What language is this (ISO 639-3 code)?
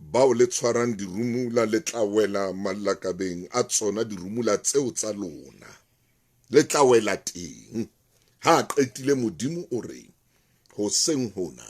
sot